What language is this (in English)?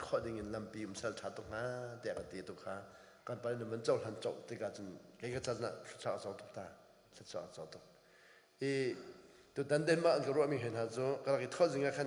Hakha Chin